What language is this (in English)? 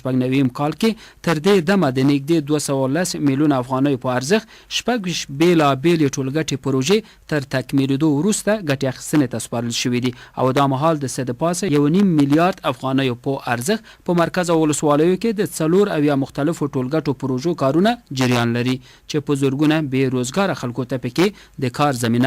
Pashto